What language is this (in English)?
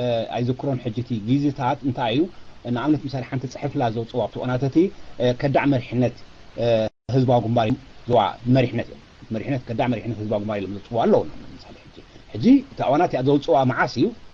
Tigrinya